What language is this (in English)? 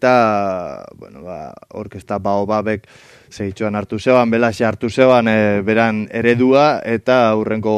Basque